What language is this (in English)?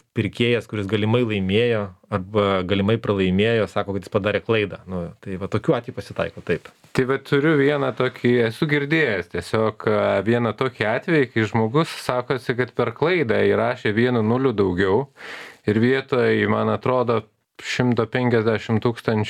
Lithuanian